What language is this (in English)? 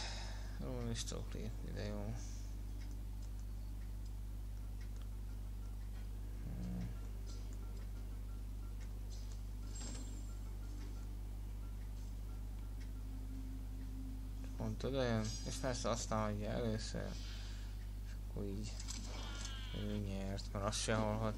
Hungarian